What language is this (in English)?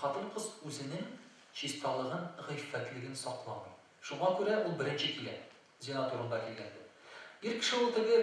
Tatar